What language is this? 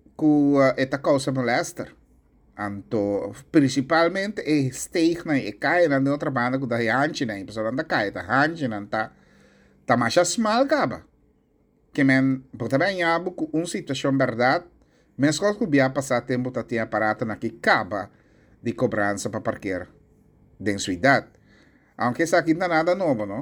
Papiamento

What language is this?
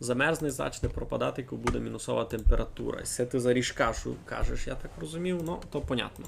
Rusyn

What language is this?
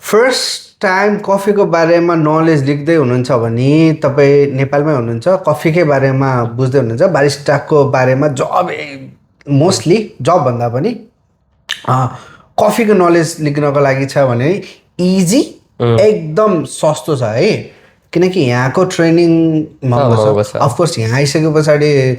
Nepali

